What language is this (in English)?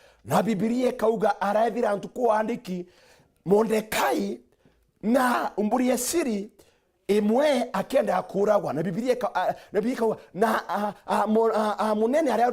Meru